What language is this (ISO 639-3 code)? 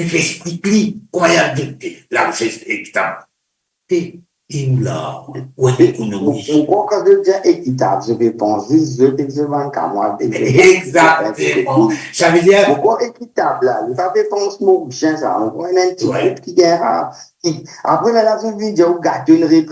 mfe